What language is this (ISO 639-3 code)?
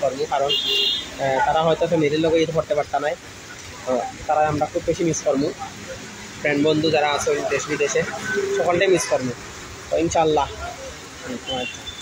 syl